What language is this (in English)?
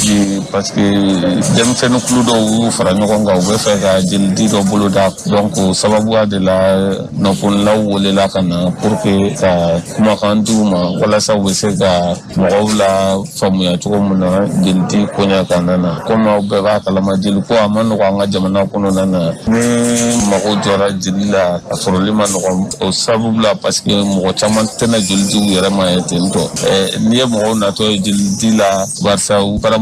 Bambara